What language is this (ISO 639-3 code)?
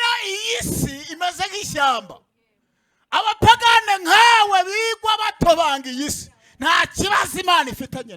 kin